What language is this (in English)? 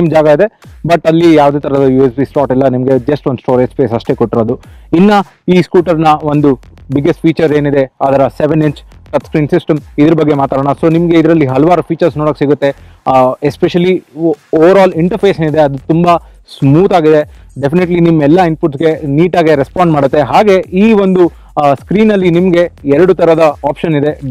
Kannada